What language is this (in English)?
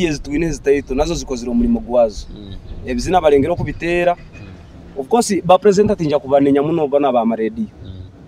Nyoro